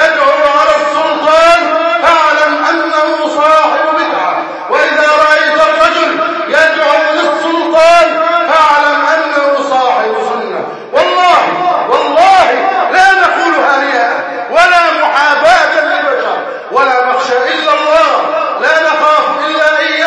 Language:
Arabic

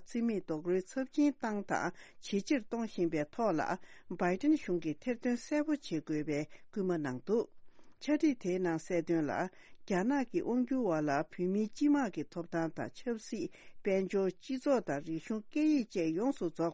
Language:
Tibetan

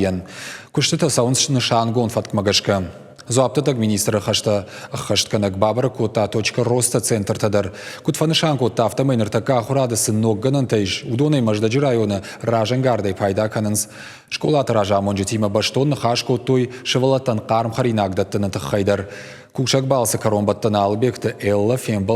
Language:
Ossetic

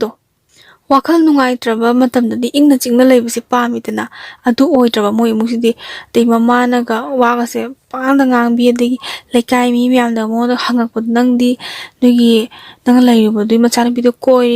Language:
Manipuri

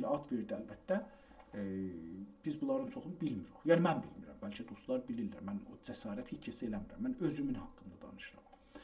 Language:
South Azerbaijani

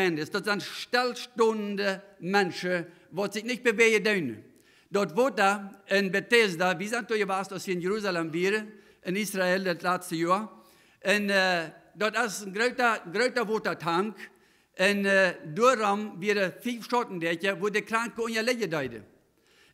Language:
Plautdietsch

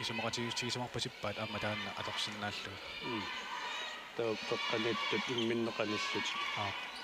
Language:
Kalaallisut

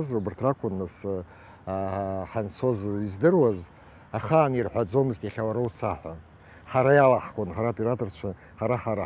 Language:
Abkhazian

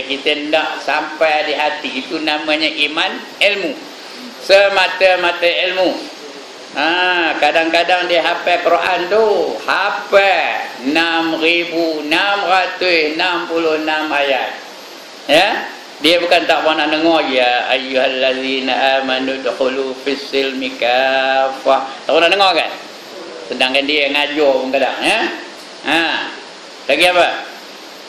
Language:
Malay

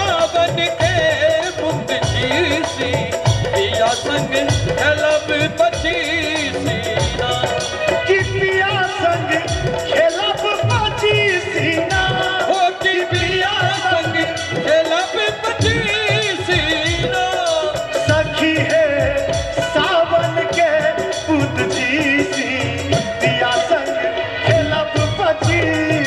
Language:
Maithili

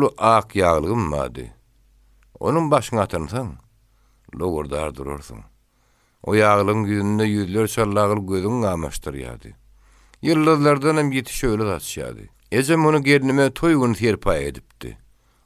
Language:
Turkmen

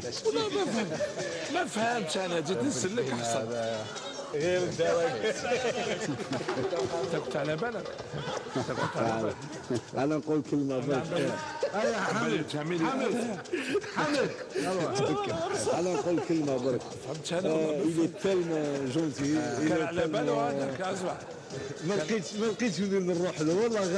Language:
Algerian Arabic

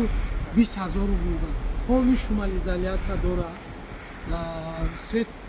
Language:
Tajik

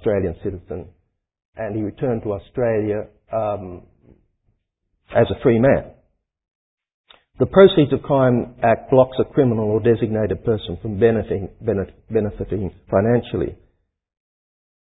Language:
English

